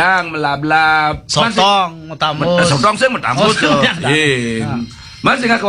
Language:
Balinese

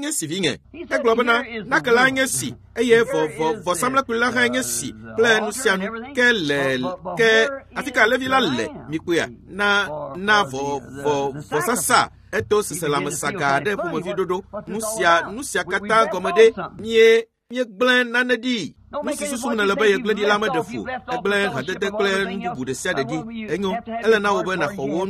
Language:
Ewe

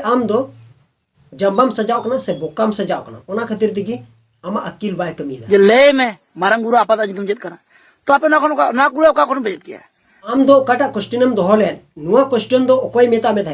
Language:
Santali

